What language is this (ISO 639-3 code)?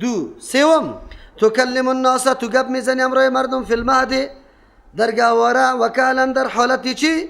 fas